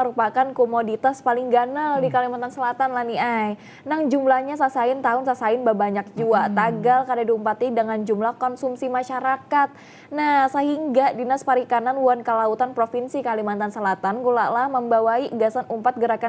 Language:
Banjar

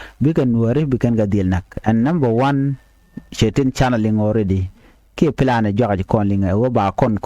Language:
Nuer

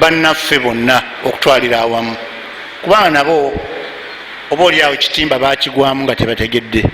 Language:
Ganda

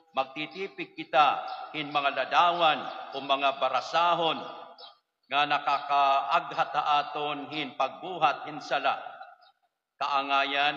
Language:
Waray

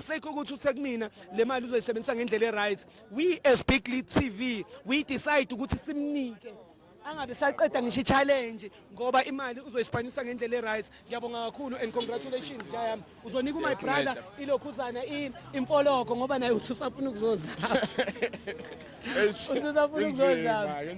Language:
Zulu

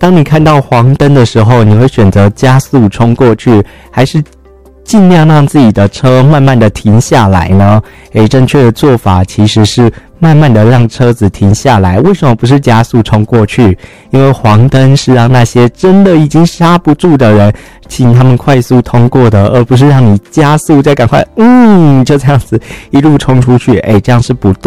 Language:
Chinese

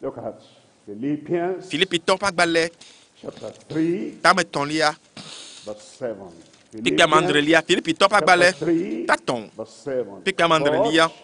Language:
Ewe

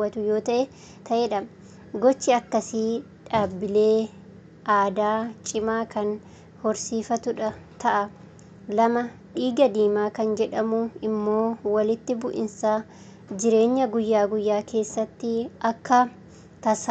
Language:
Oromo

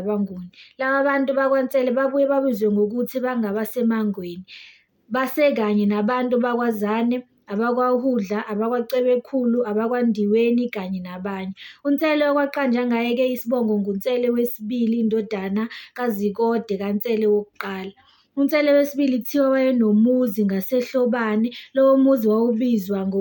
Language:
Zulu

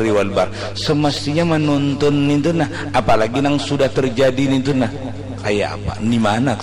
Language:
Banjar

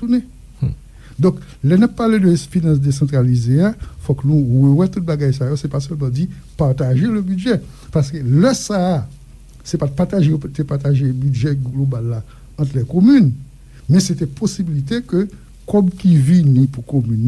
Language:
Haitian Creole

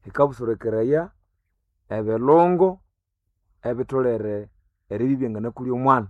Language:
Nande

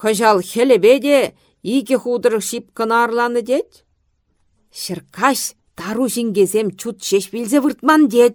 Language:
Chuvash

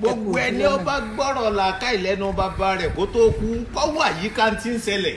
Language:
Yoruba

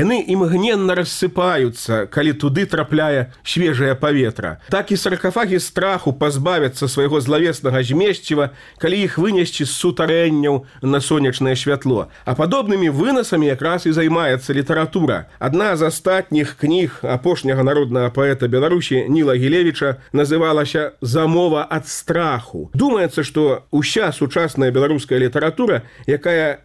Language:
Belarusian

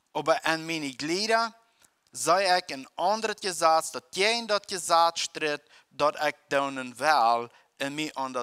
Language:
Plautdietsch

